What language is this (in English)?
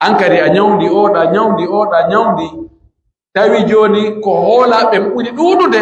Pular